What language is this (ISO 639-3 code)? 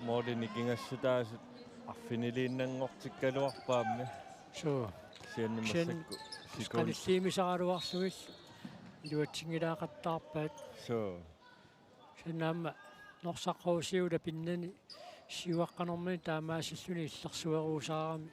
kal